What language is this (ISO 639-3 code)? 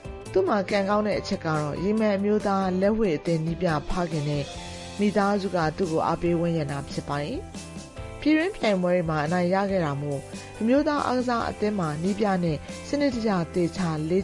mya